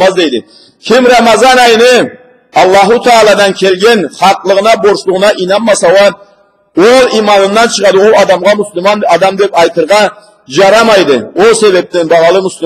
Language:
Karachay-Balkar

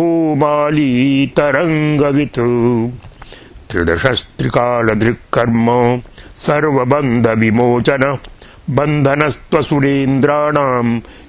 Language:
Sanskrit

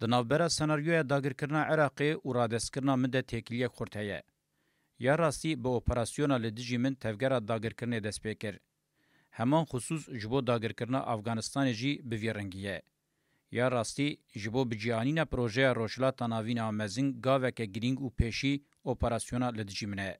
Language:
Kurdish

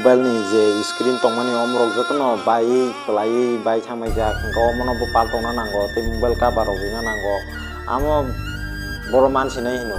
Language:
Kok Borok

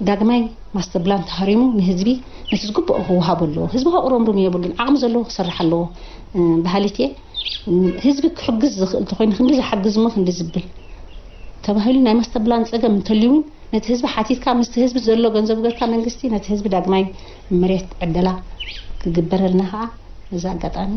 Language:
Tigrinya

